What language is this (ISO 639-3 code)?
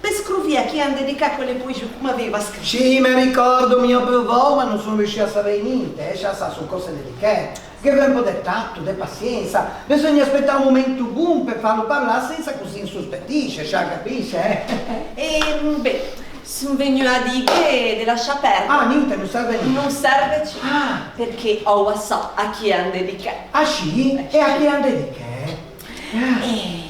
lij